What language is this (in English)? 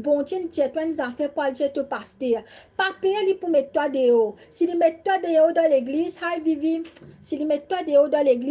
Morisyen